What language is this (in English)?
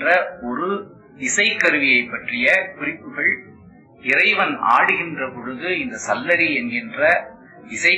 Tamil